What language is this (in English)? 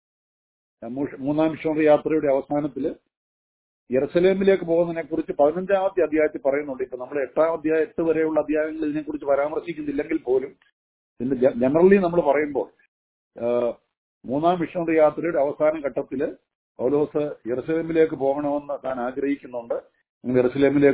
Malayalam